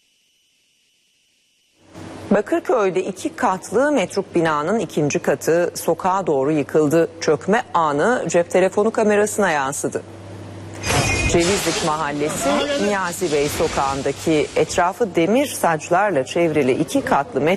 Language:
Turkish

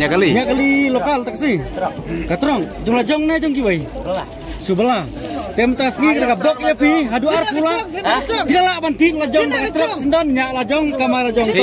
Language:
Khasi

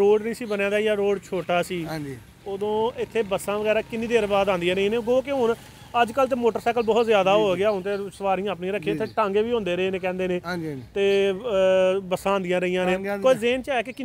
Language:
Punjabi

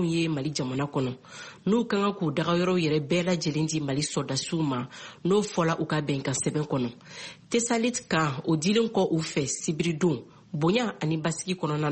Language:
Bambara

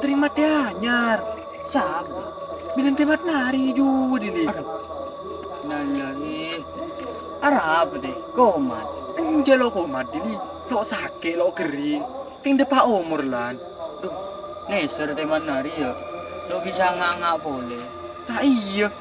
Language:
Madurese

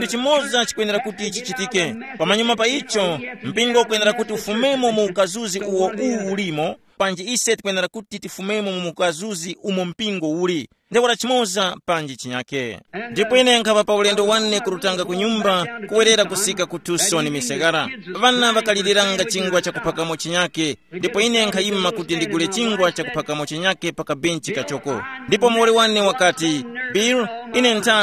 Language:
Tumbuka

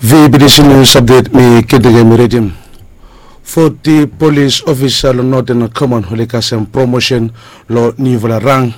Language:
Bislama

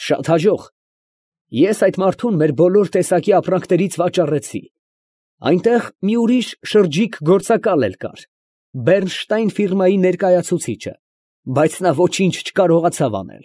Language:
Armenian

